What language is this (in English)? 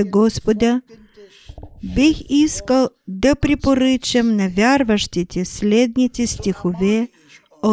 Bulgarian